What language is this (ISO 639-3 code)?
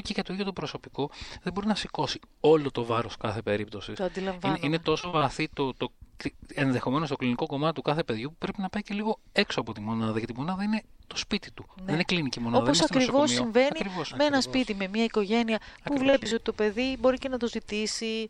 ell